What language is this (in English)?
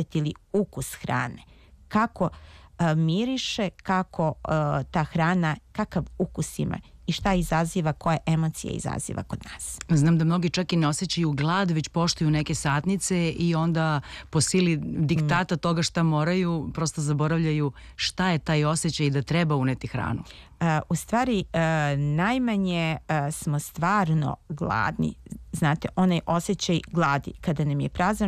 Serbian